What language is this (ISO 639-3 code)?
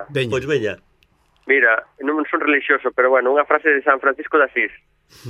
glg